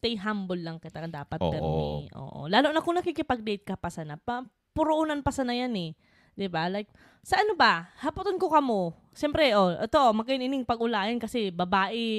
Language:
Bikol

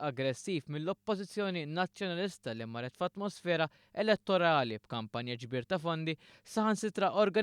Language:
Maltese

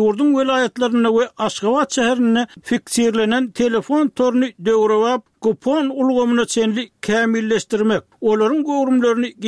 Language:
Turkmen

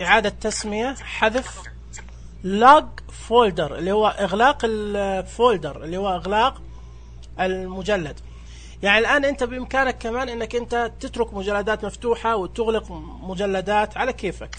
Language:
Najdi Arabic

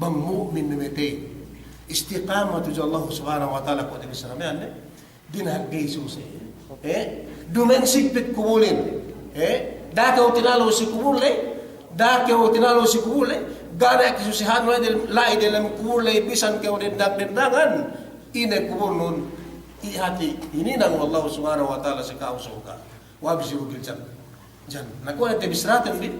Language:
Yakan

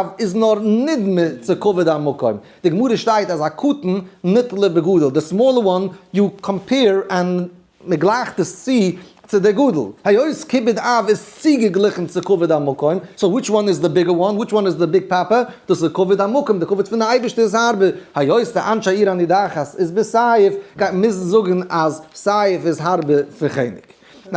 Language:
Yiddish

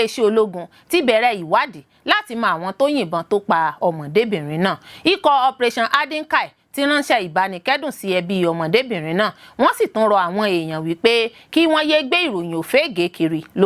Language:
Yoruba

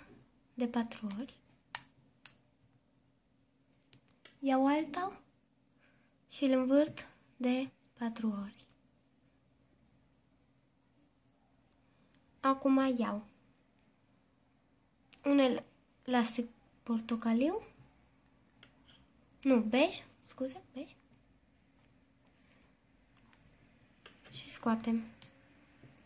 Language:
Romanian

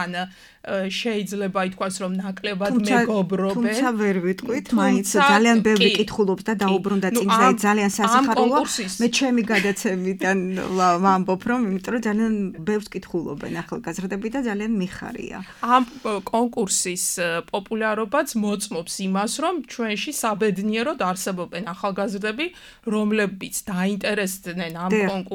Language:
Georgian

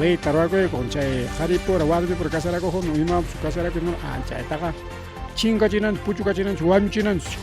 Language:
Ayacucho Quechua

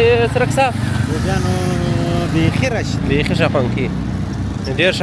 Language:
Pashto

